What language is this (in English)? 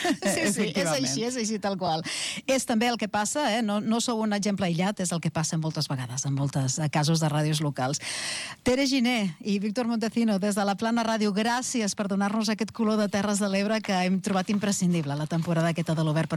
Catalan